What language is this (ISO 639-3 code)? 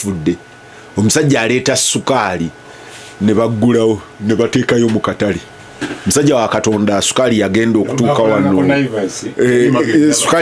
lug